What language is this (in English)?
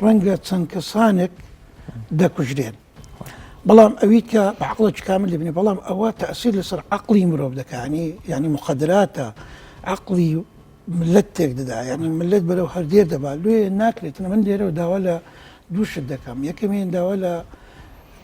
Central Kurdish